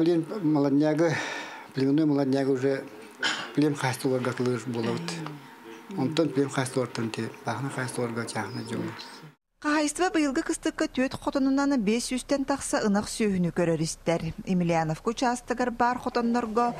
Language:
Yakut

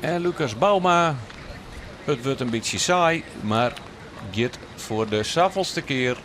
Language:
Western Frisian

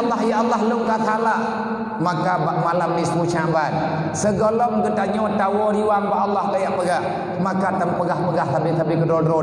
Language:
Achinese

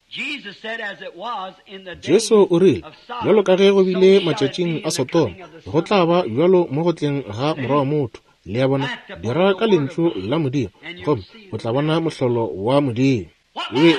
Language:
Northern Sotho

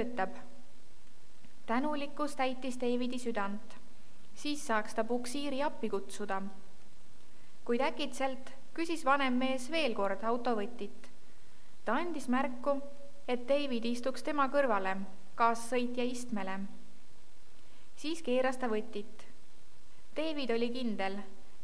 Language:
Estonian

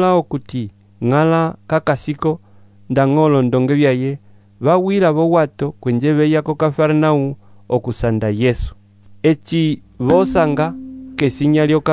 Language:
Umbundu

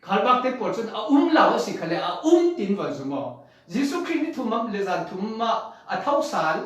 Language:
Falam Chin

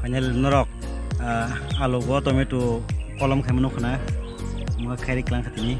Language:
Kok Borok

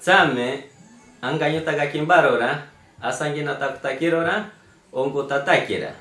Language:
Machiguenga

